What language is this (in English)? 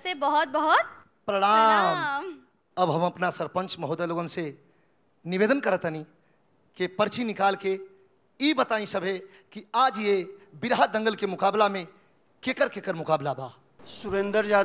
Bhojpuri